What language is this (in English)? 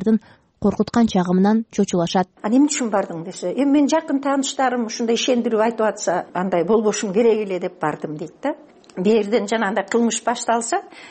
Kyrgyz